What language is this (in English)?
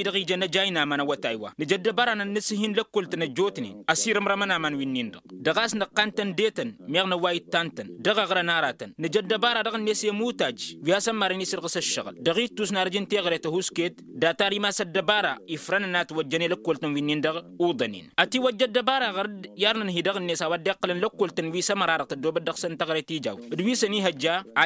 Tamasheq